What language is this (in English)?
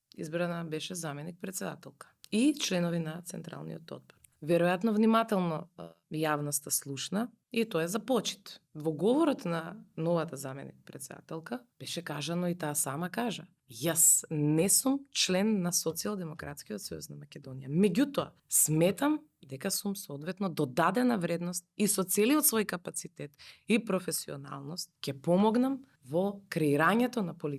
Macedonian